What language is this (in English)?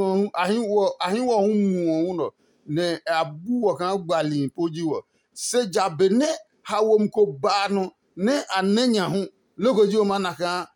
Adangme